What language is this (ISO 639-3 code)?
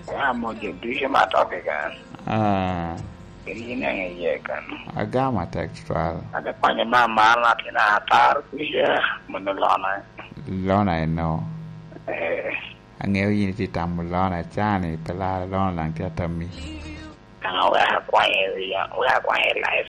laj